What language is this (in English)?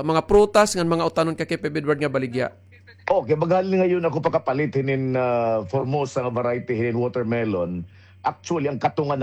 Waray